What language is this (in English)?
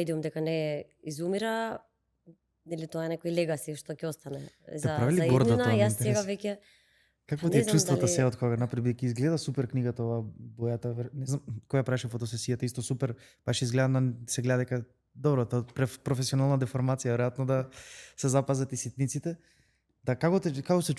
Macedonian